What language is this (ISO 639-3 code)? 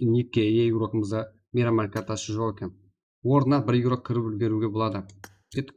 kaa